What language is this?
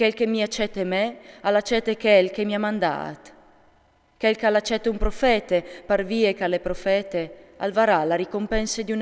Friulian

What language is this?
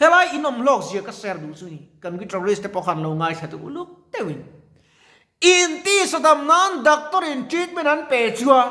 Mizo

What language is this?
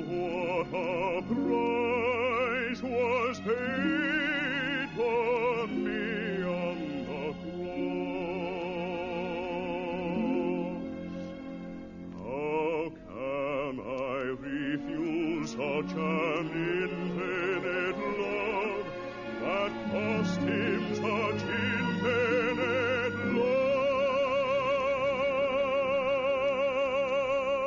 English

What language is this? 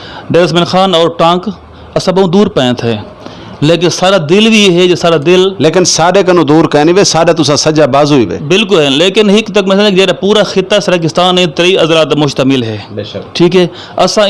Saraiki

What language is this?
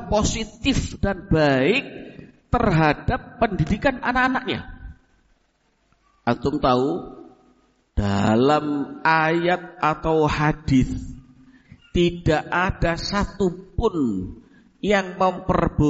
Indonesian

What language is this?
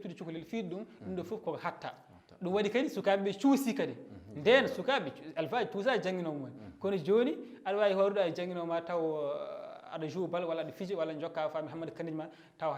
Fula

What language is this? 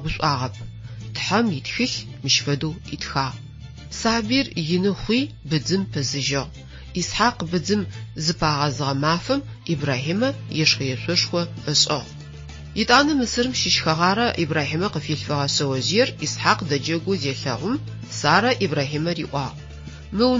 Adyghe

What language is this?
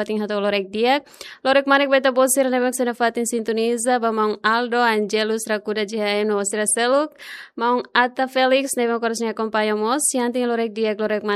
Tetum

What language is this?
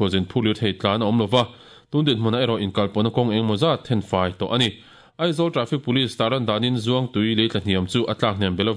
Mizo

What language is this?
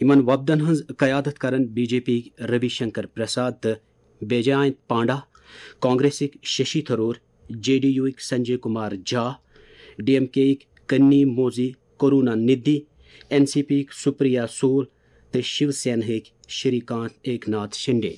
Kashmiri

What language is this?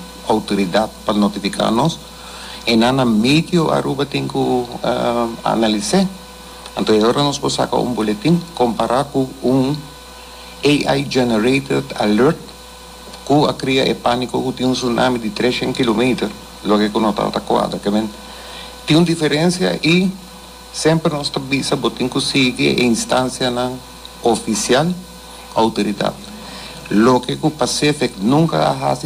Papiamento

